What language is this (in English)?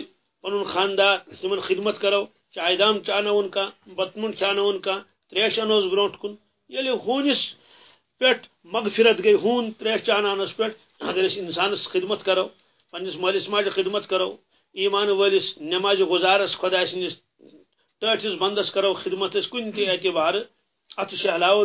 Kashmiri